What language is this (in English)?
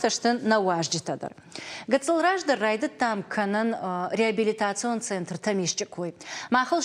Ossetic